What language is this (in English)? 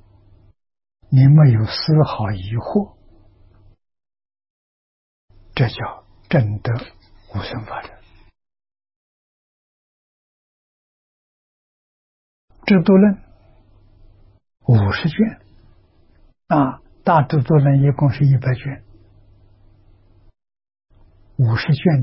Chinese